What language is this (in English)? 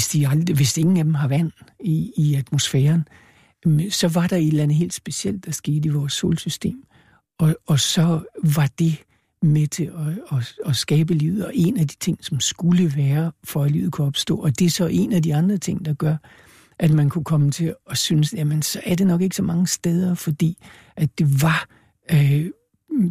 Danish